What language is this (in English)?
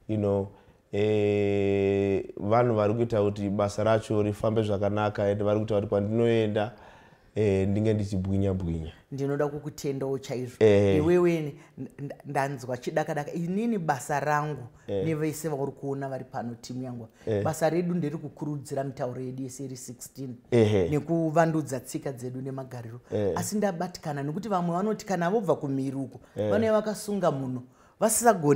Shona